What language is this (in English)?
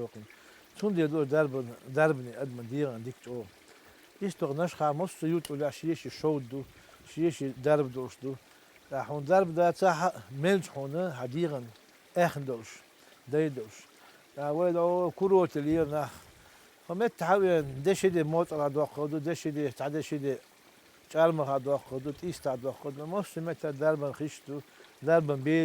Chechen